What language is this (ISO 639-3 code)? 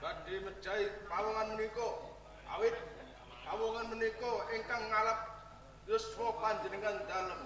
jav